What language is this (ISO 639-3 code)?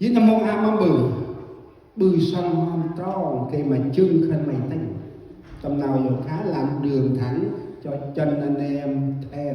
cmo